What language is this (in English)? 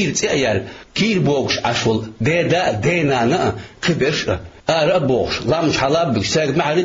Chechen